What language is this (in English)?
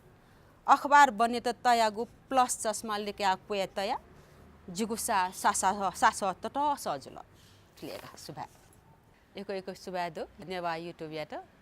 Newari